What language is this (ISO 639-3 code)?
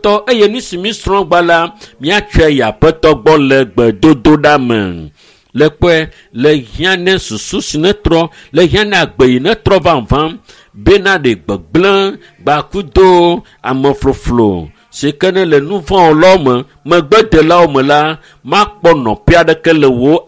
ewe